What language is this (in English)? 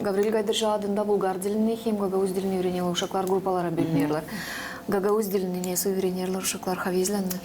Gagauz